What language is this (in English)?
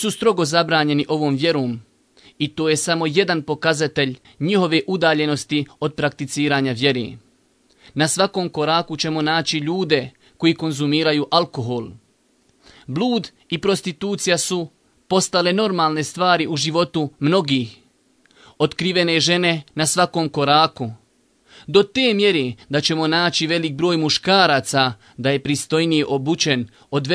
Bosnian